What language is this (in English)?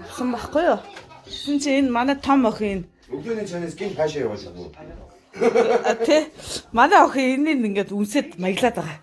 Mongolian